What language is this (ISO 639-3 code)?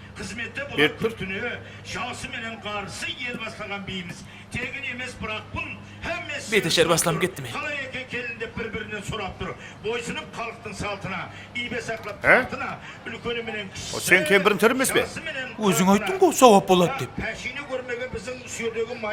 kaa